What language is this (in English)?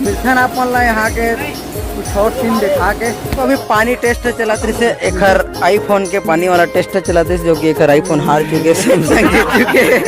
Chhattisgarhi